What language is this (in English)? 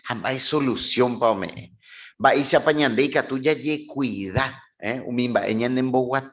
Guarani